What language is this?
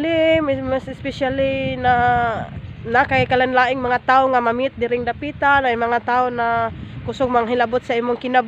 Cebuano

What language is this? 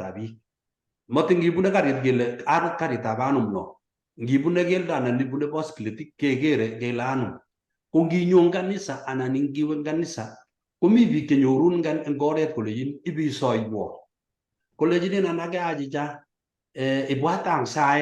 Kalenjin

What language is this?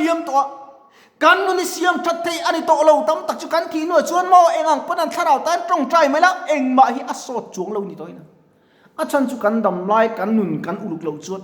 Mizo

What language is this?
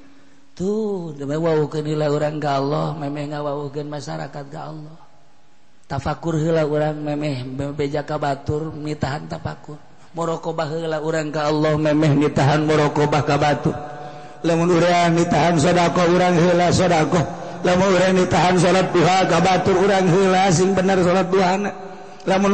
Sundanese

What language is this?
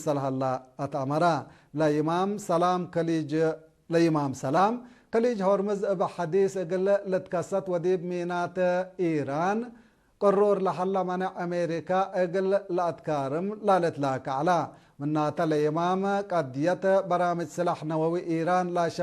Tigre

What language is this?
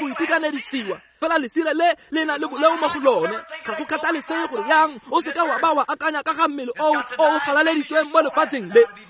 Tswana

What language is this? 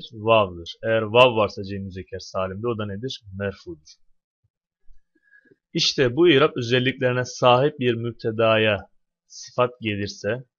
Turkish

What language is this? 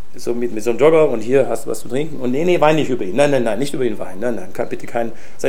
German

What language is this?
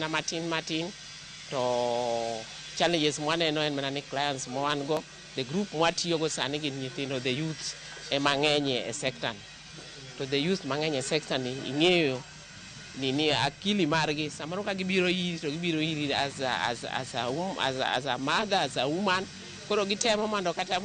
Luo (Kenya and Tanzania)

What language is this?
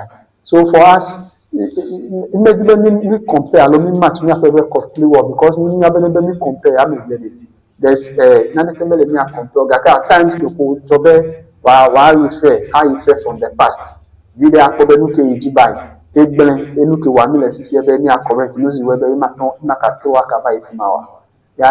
Ewe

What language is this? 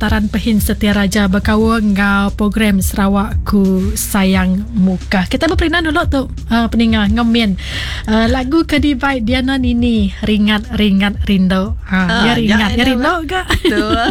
Iban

